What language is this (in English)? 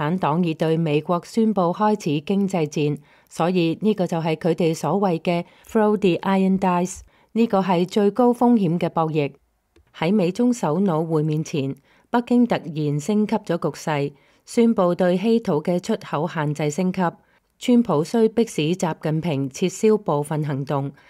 Cantonese